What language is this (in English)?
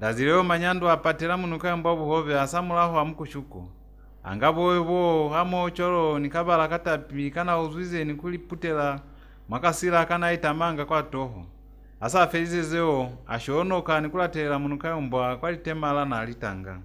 Lozi